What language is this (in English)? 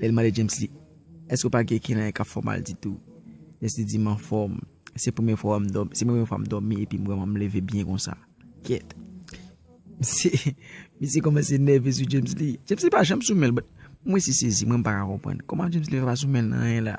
Haitian Creole